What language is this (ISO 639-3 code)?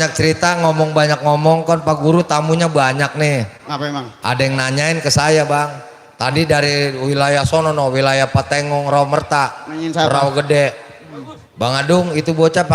bew